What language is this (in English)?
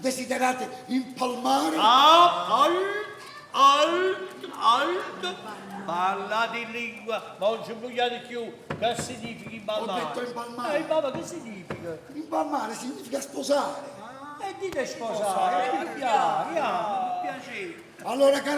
Neapolitan